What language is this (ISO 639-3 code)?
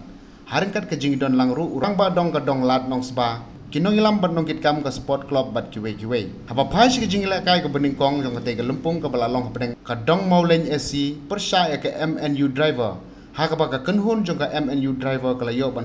kha